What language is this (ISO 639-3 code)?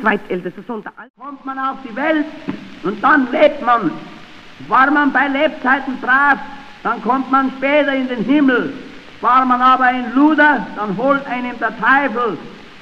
deu